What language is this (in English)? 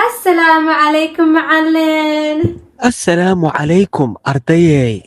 Somali